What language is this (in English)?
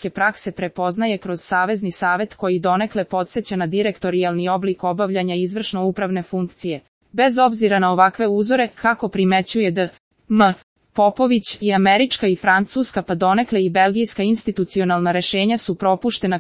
Serbian